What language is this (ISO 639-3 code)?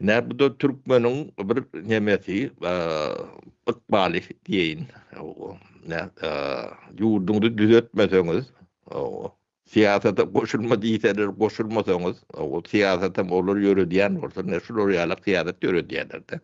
tuk